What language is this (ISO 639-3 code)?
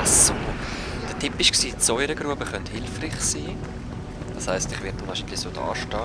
gsw